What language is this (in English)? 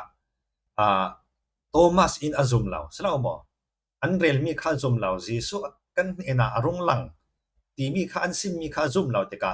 Falam Chin